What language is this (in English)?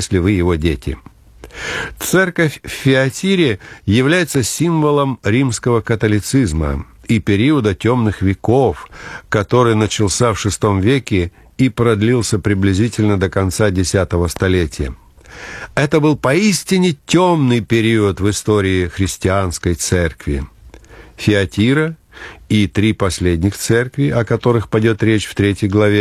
Russian